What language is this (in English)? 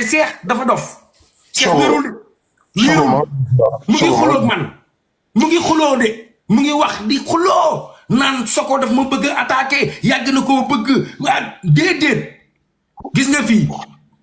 Wolof